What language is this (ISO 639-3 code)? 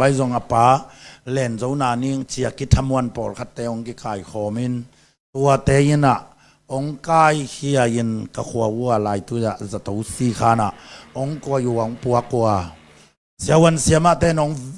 ctd